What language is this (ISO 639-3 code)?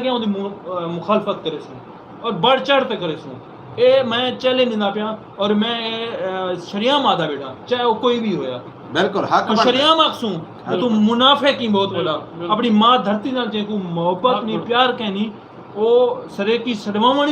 skr